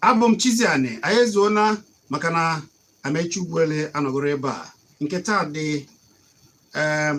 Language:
Igbo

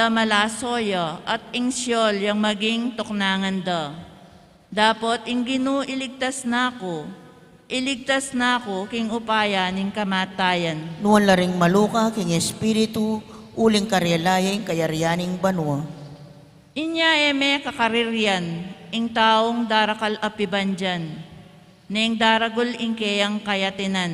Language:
Pampanga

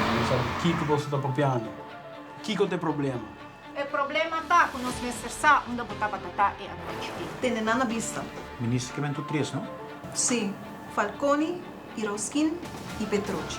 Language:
Papiamento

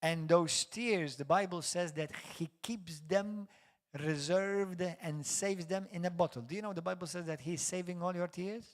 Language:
English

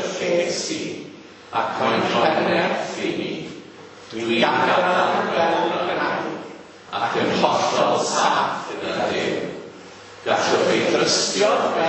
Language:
Welsh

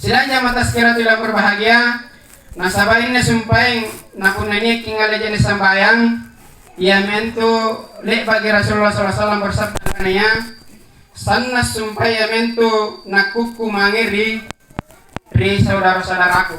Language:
Makasar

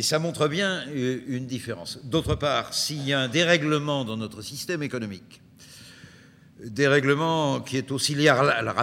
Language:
French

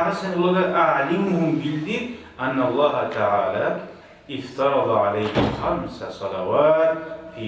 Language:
Kumyk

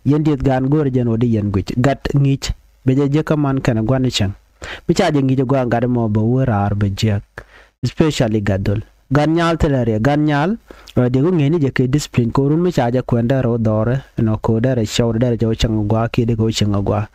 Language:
Nuer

